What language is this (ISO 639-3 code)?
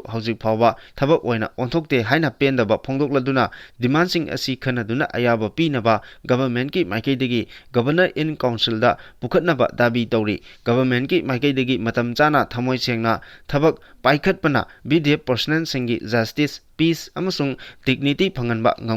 mni